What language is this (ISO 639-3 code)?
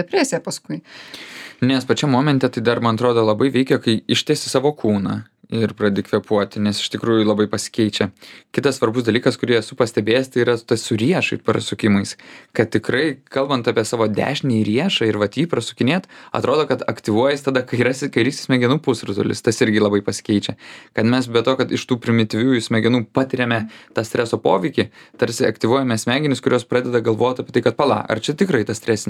lit